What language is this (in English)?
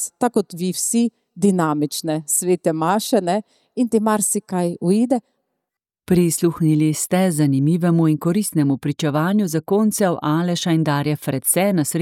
Slovenian